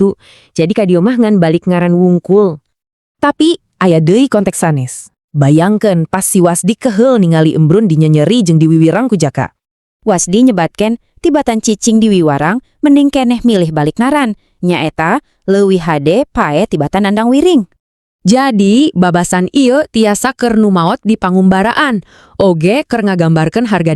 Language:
Sundanese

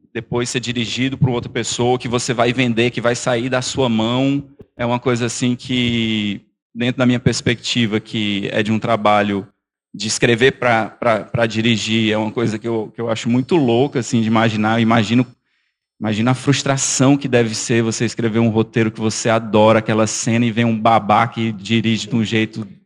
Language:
Portuguese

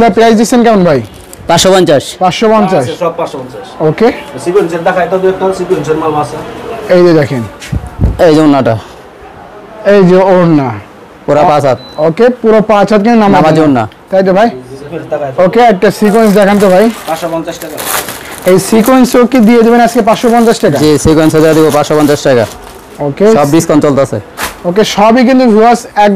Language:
Bangla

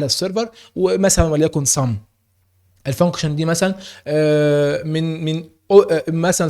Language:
Egyptian Arabic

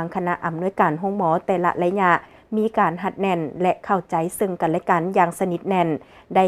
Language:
Lao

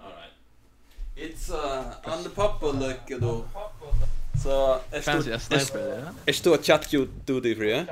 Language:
Faroese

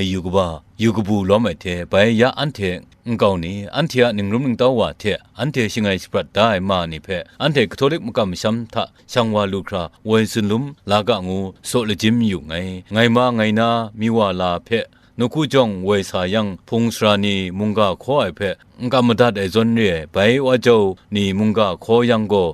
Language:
Kachin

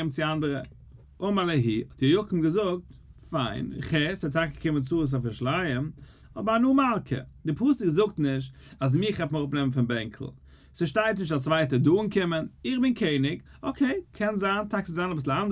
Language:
Yiddish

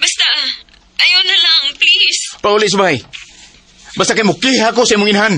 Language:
Cebuano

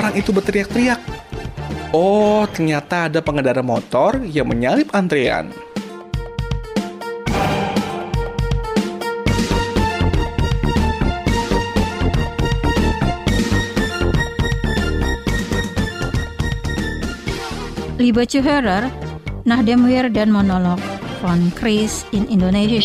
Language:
Indonesian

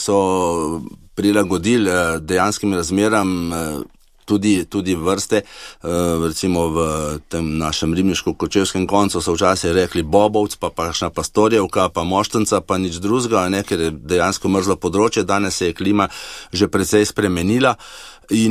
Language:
Slovenian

